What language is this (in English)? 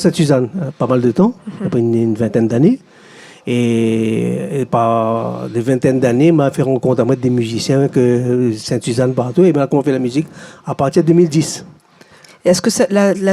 Réunion Creole French